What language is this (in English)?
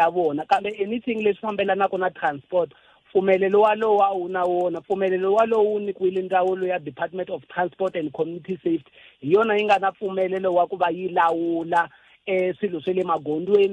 Tsonga